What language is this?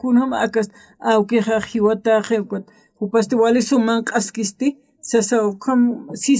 Aymara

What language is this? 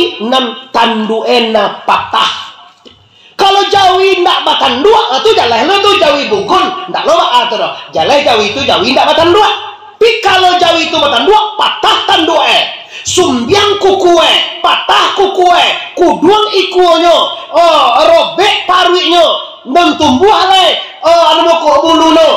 Minangkabau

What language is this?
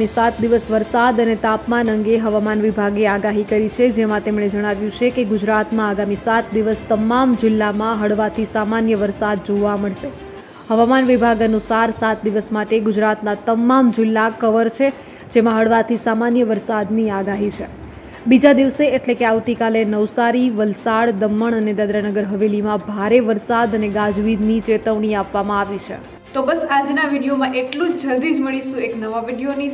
Gujarati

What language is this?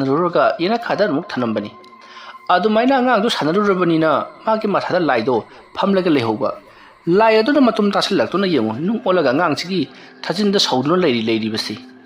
Manipuri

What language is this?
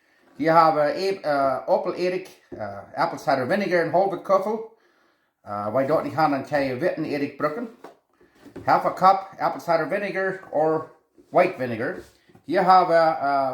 Plautdietsch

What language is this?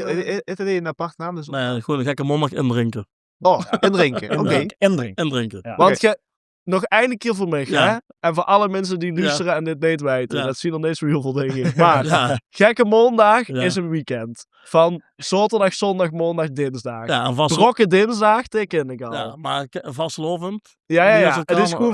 Limburgish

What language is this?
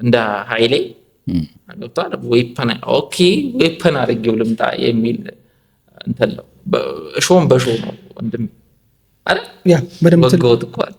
Amharic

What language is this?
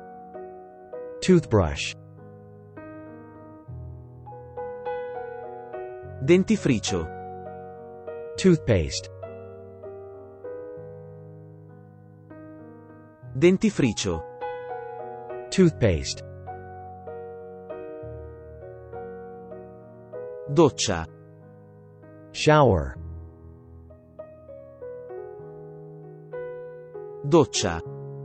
Italian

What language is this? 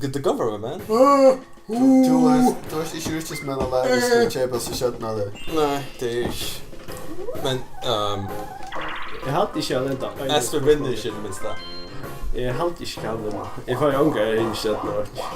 Faroese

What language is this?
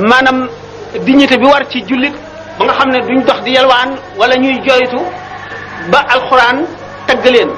Wolof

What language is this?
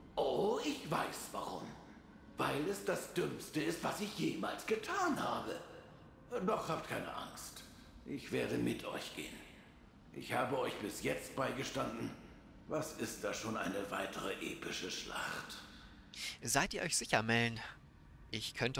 German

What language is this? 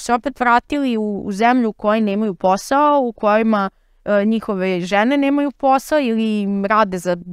Serbian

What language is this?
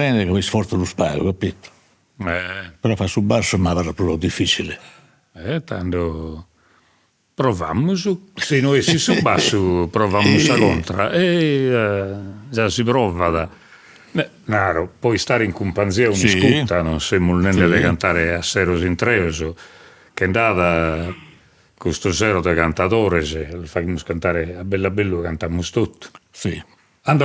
Sardinian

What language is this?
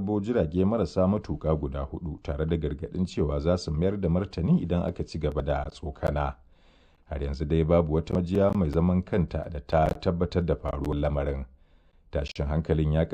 Hausa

